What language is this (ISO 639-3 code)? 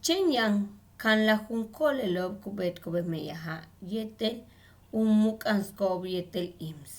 yua